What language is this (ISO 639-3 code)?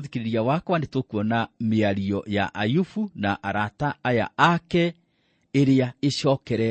kik